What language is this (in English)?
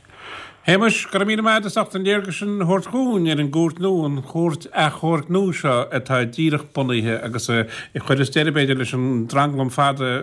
Irish